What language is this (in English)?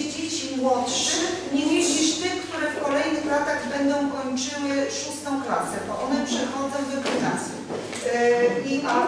Polish